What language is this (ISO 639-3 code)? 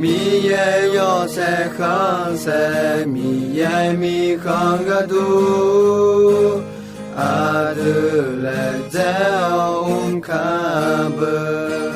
ahk